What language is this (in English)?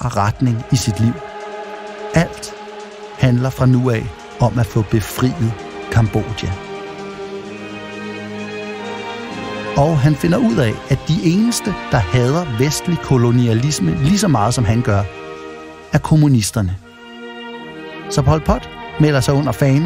Danish